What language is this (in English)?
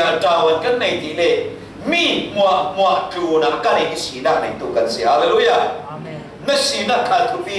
Falam Chin